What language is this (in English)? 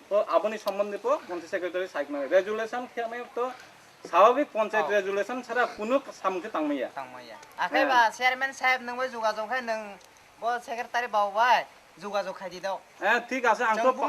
Riang (India)